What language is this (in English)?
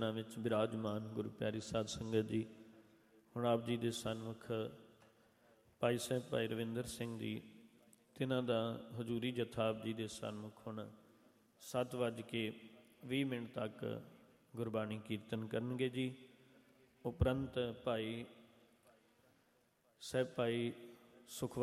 Punjabi